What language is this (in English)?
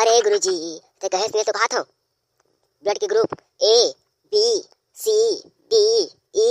Chhattisgarhi